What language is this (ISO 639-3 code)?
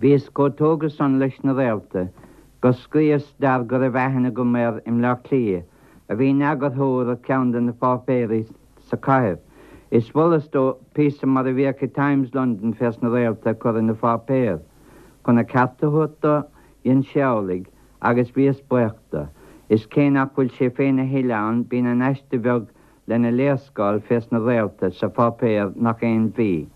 gle